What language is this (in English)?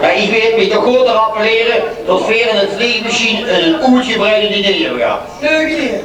Limburgish